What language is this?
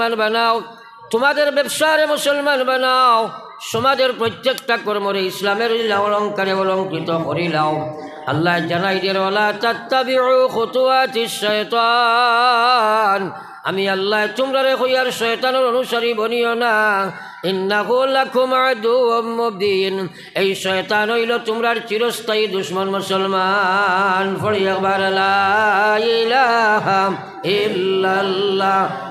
Sylheti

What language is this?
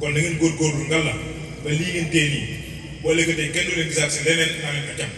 Wolof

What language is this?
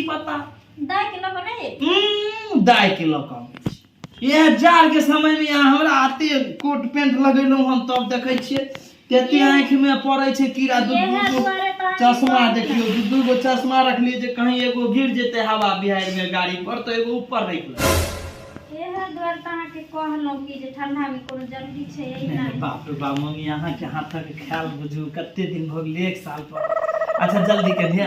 Maithili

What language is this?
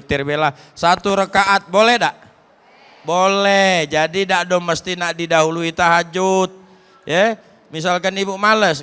Musi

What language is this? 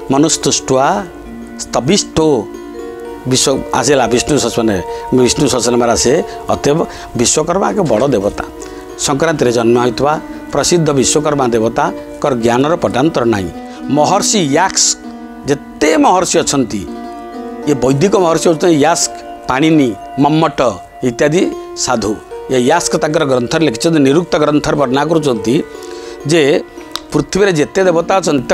Odia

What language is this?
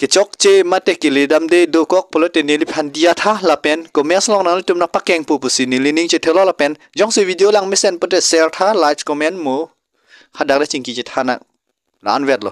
Karbi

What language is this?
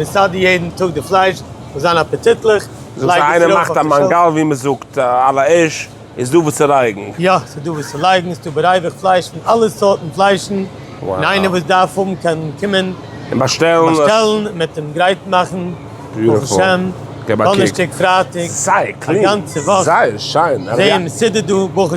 Yiddish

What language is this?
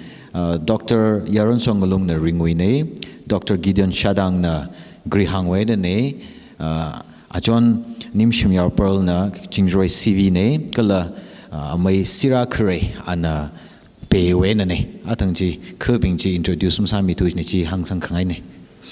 Tangkhul Naga (India)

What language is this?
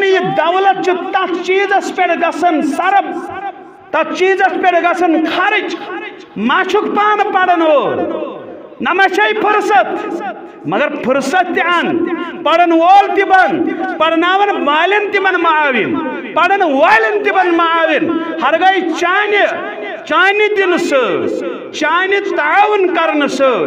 Kashmiri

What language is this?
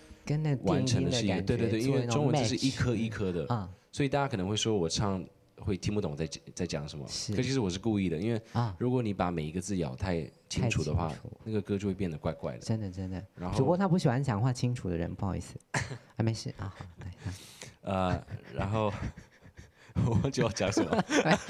Chinese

